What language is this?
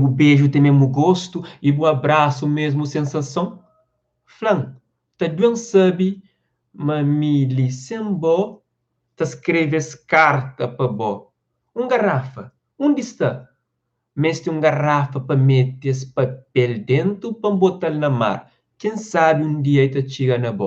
Kabuverdianu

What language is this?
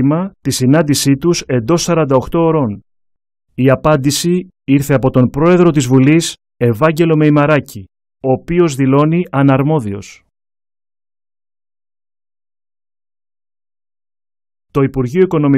Greek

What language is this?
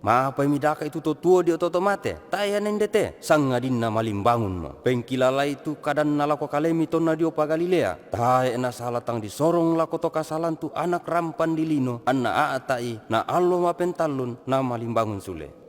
Toraja-Sa'dan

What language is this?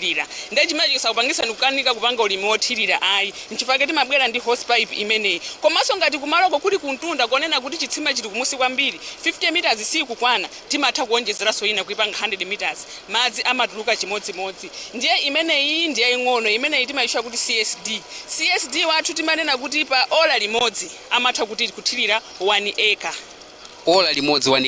Nyanja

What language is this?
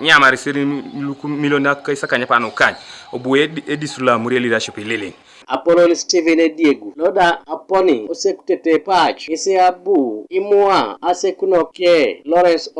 Teso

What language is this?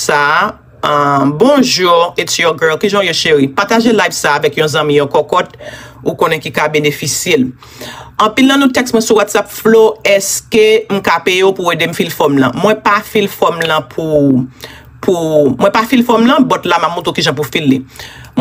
Haitian Creole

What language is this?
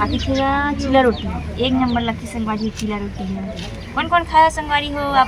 Chhattisgarhi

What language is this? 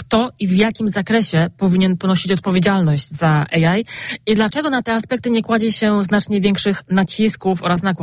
Polish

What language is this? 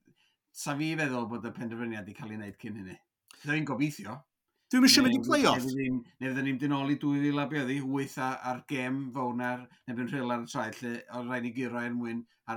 Welsh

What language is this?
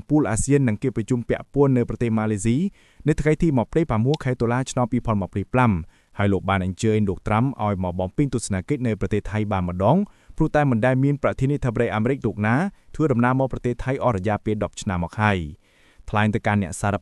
Khmer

